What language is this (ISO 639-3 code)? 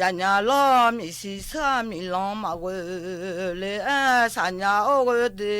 ahk